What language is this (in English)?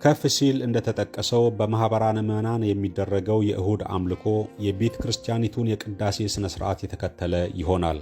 Amharic